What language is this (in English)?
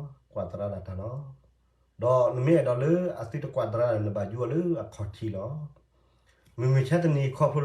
S'gaw Karen